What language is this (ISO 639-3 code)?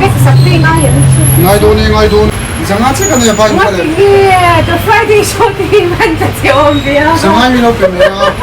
lus